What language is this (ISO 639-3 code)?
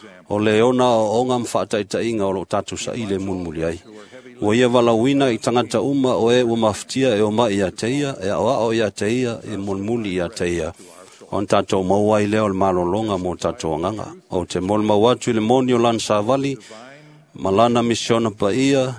smo